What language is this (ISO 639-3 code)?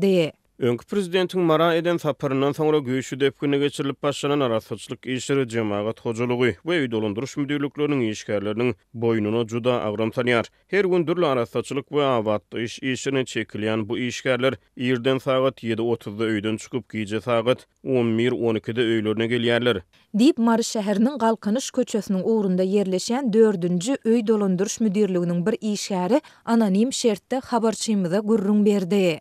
tuk